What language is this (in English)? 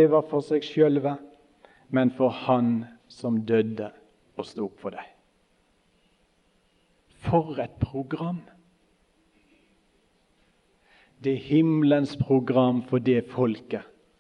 Norwegian